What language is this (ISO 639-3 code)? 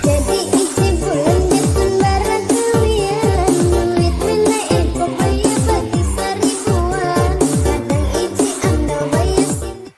bjn